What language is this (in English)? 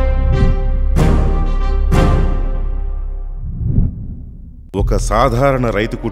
Telugu